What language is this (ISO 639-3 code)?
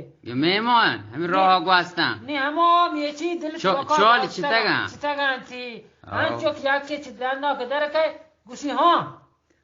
bgp